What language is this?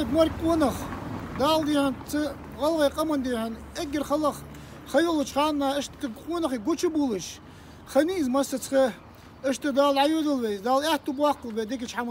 Ingush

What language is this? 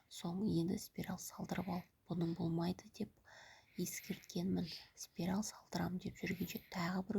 Kazakh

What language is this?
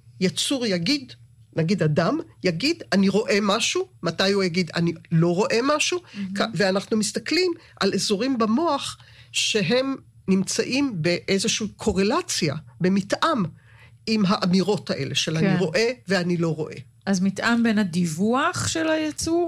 Hebrew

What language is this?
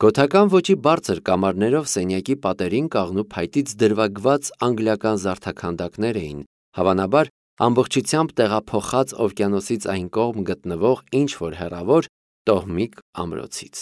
Armenian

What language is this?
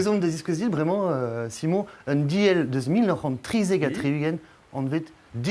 Breton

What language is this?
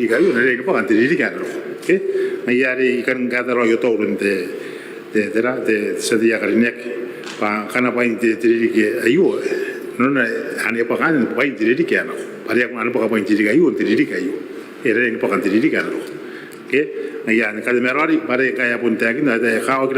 Gilbertese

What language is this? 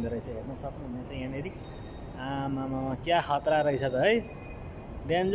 Nepali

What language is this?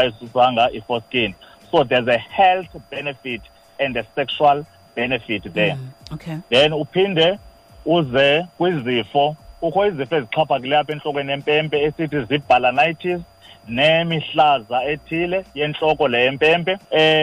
Xhosa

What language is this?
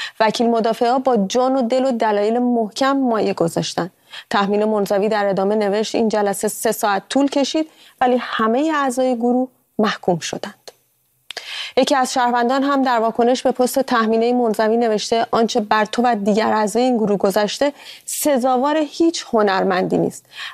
Persian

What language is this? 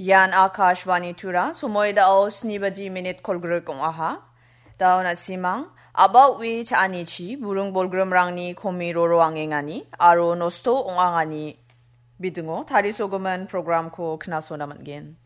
Garo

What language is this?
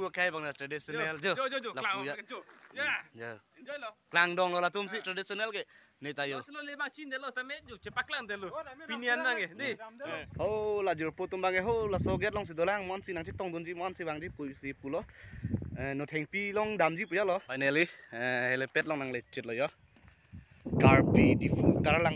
Karbi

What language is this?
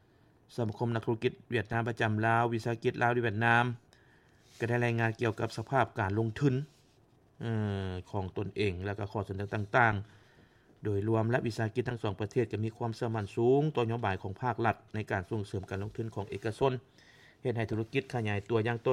Lao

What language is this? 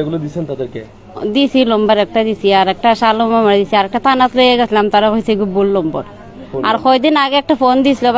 Sylheti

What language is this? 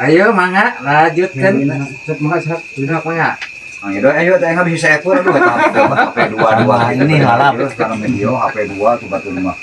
Sundanese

